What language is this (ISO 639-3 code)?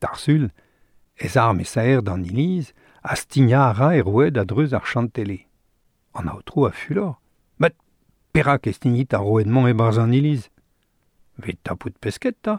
bre